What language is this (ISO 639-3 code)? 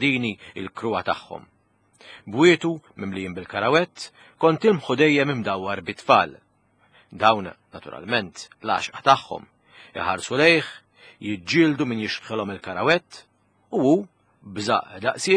mlt